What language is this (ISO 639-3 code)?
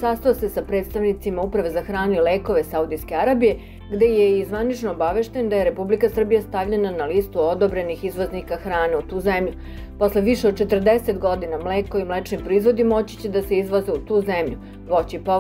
srp